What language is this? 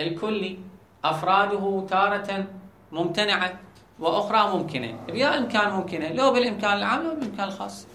Mesopotamian Arabic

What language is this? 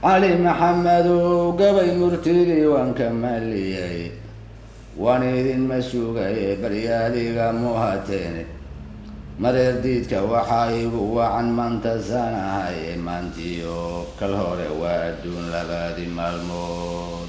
Somali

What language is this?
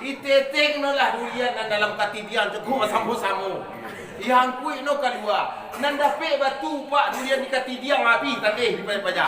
Minangkabau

